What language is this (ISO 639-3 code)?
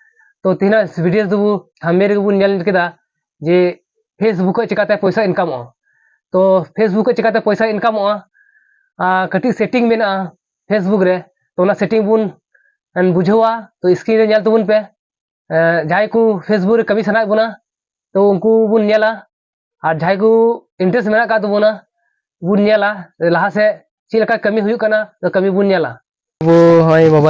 sat